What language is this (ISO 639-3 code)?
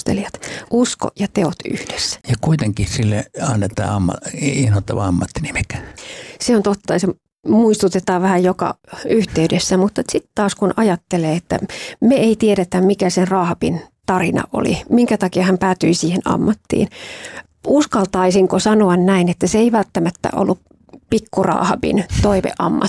fin